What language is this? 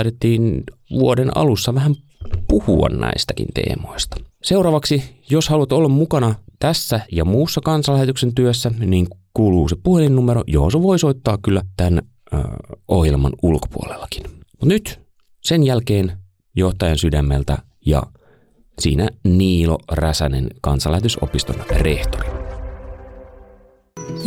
Finnish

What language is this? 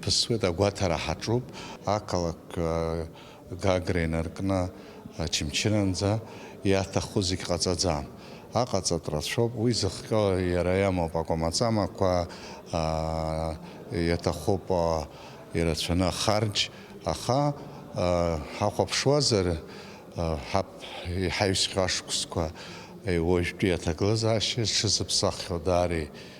Abkhazian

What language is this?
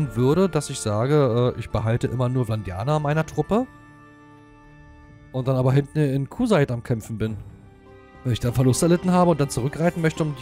German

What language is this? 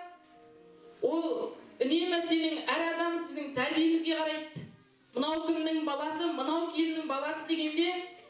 Kazakh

